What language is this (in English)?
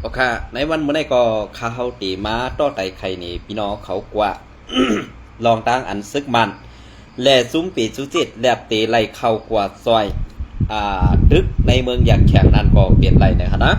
Shan